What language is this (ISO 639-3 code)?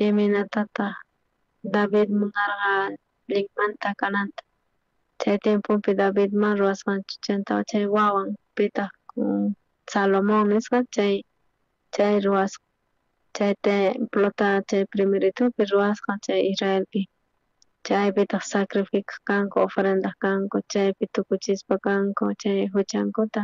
quh